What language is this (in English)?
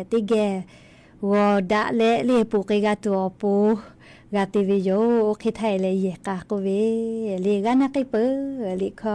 Lahu